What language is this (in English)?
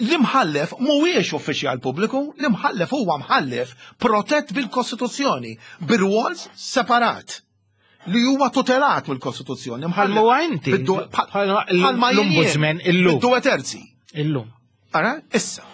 Maltese